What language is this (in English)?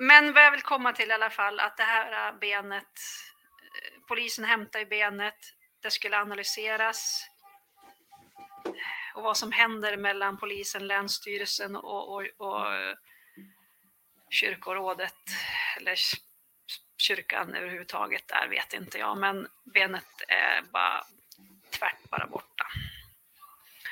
Swedish